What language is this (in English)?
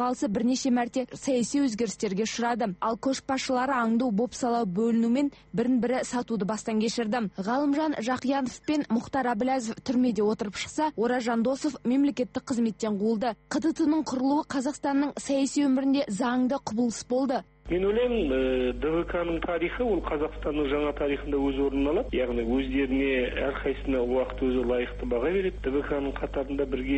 Kazakh